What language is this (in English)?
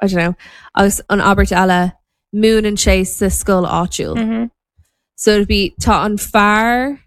Irish